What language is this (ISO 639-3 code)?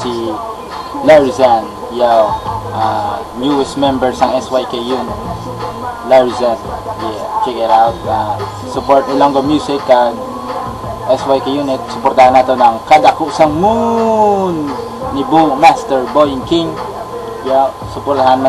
hil